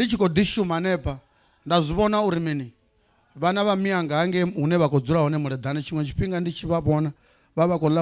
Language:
Venda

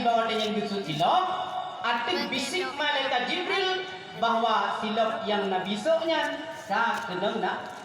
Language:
Achinese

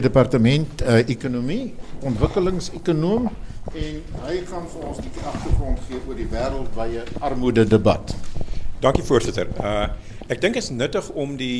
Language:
Afrikaans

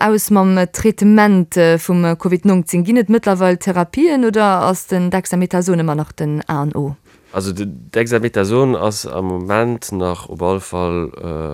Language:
Luxembourgish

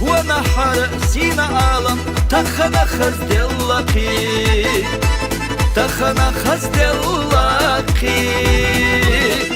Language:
Chechen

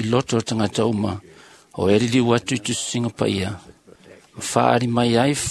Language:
Samoan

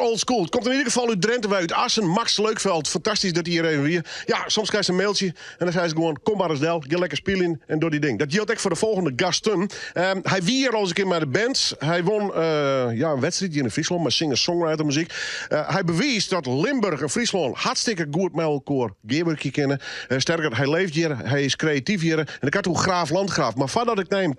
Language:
Western Frisian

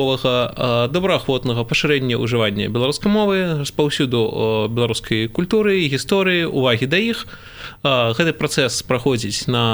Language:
Belarusian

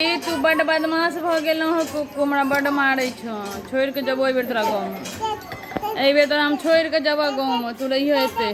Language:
Maithili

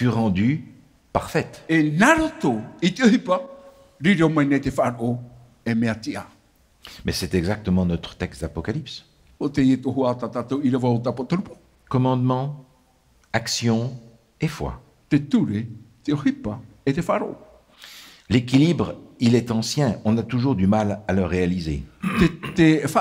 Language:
Tahitian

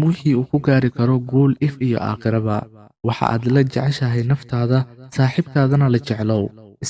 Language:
Somali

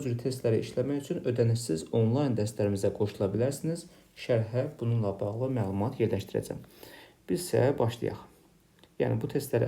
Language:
Azerbaijani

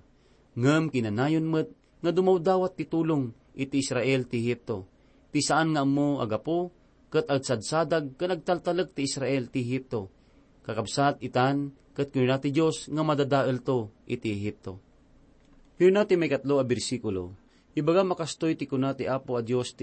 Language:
Iloko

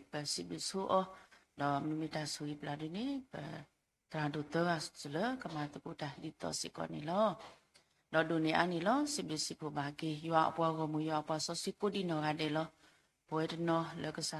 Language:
S'gaw Karen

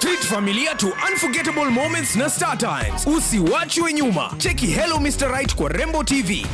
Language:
Meru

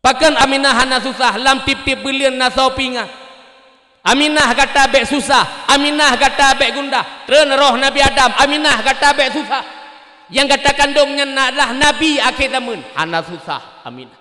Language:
Achinese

